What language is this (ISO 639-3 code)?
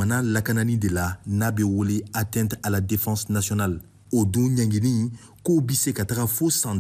bam